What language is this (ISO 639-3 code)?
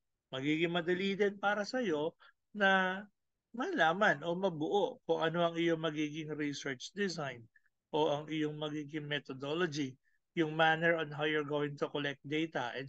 fil